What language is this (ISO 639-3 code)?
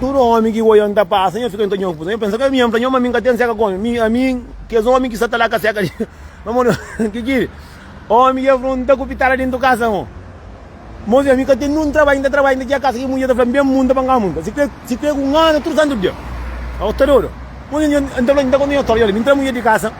kea